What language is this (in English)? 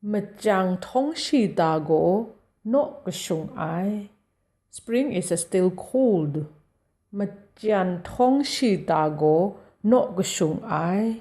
Kachin